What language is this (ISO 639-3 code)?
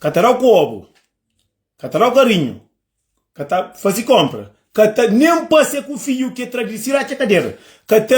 kea